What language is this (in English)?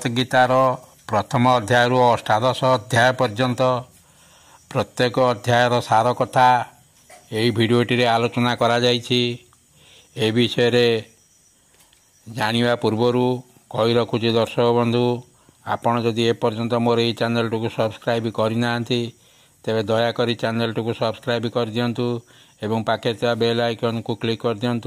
Odia